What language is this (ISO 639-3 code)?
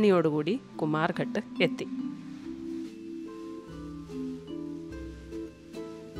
mal